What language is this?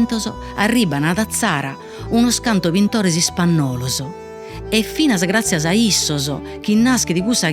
Sardinian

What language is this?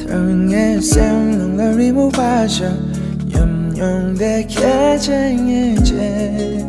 Tibetan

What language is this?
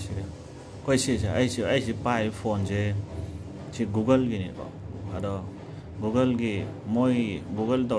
Manipuri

